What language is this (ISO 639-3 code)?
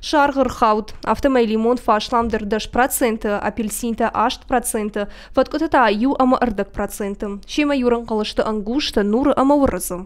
oss